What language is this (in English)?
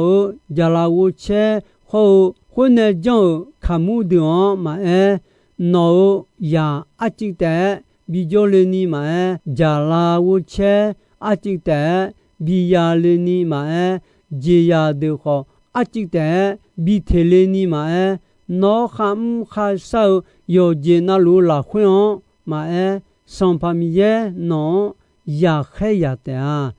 Akha